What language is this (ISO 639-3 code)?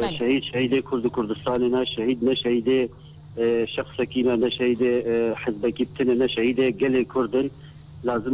kur